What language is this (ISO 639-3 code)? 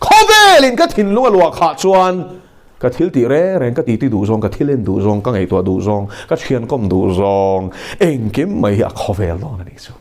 lus